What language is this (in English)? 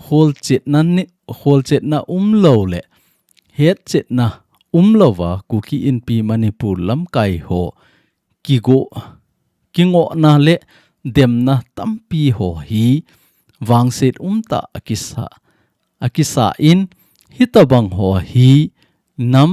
Thado Chin